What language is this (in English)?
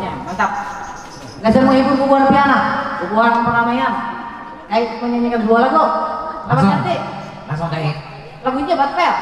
Banjar